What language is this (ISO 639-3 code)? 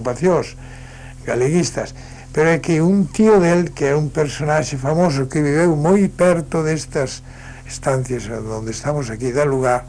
glg